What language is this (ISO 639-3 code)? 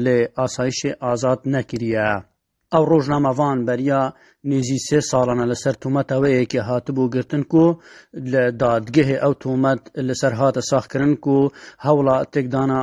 kur